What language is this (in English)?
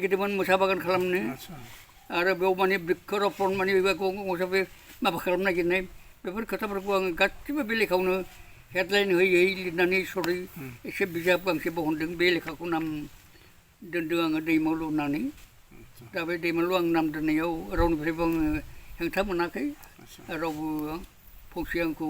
Bodo